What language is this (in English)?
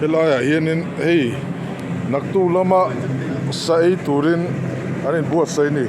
Mizo